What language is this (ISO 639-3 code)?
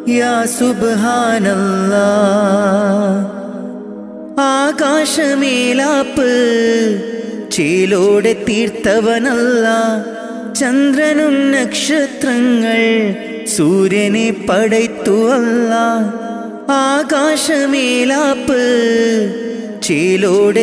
mal